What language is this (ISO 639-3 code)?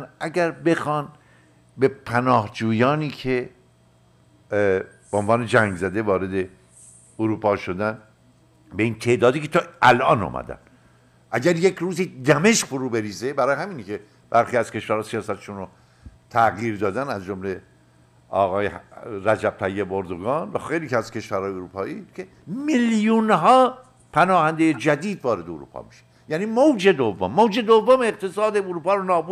fas